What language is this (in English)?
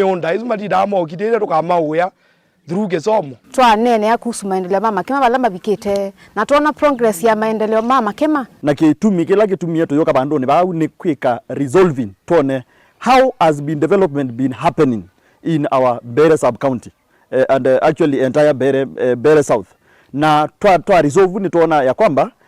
Kamba